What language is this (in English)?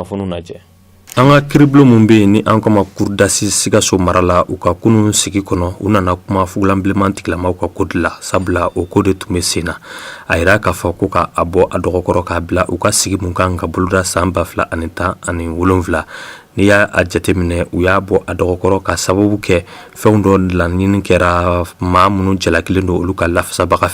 Bambara